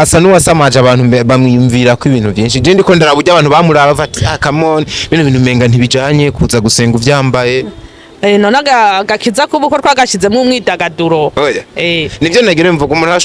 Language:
Rundi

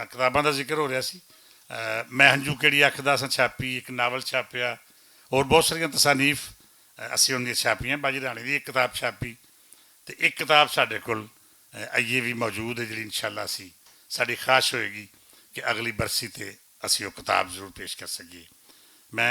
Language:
Western Panjabi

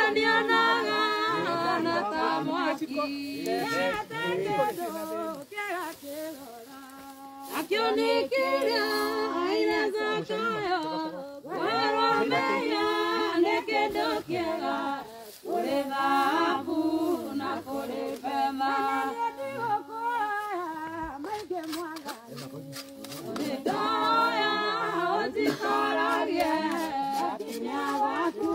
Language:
Kikuyu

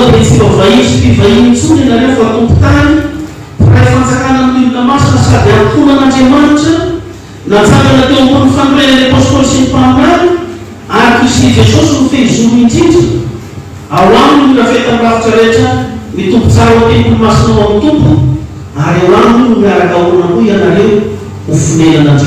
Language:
Malagasy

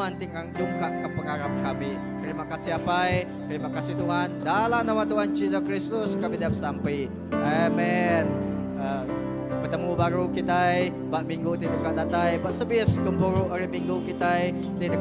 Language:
Iban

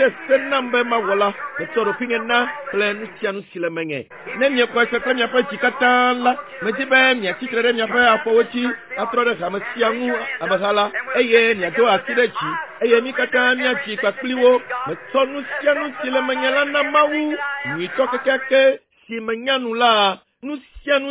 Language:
Ewe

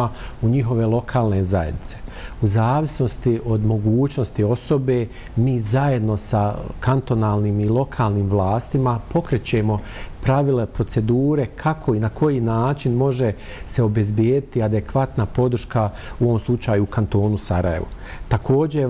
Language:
Bosnian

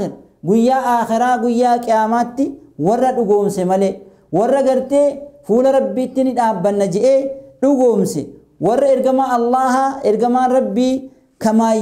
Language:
Oromo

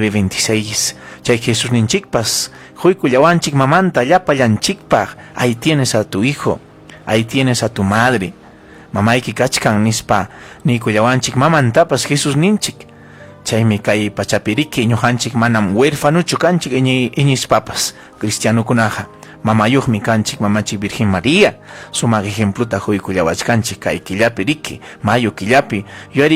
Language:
Ayacucho Quechua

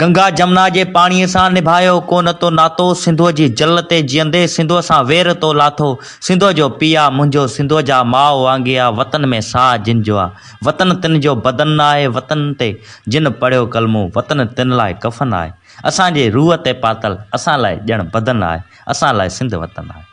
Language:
Sindhi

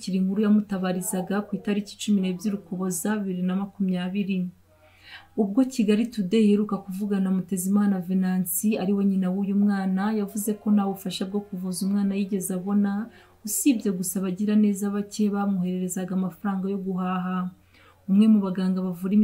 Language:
Kinyarwanda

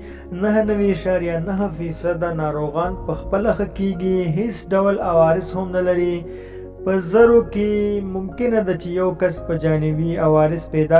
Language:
Pashto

